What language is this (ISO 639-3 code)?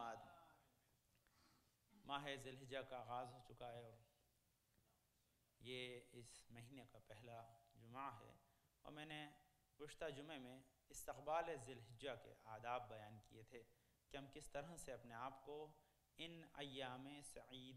urd